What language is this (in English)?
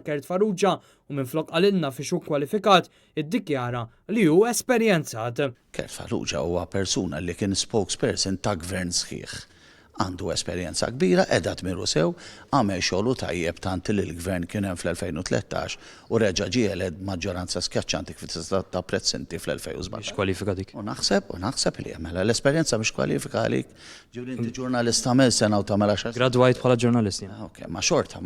Maltese